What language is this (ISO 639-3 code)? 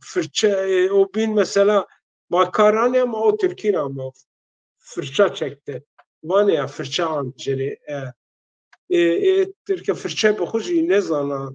zza